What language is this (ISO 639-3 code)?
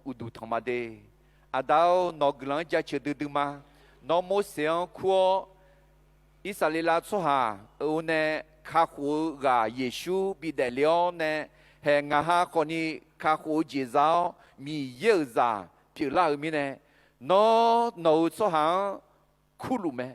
ahk